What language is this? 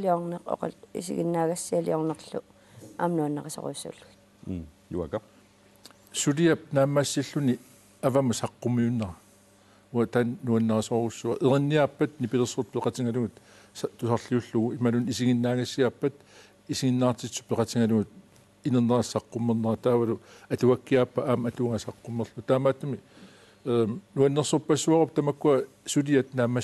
Kalaallisut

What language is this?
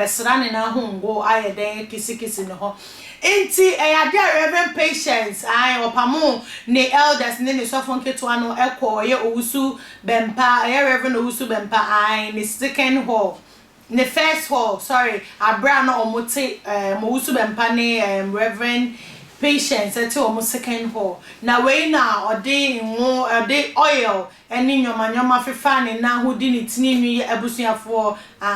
Akan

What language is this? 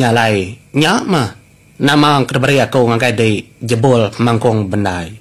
Iban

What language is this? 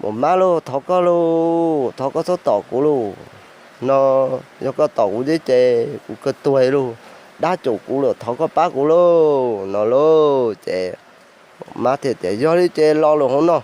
Hmong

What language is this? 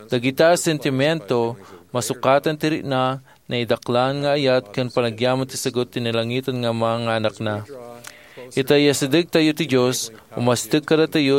Iloko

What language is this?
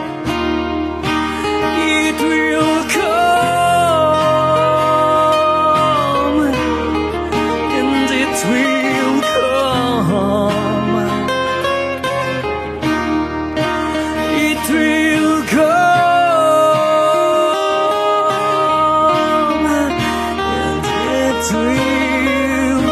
Filipino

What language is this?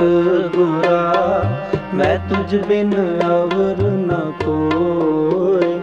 Punjabi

